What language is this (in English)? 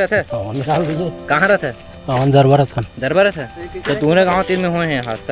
Chhattisgarhi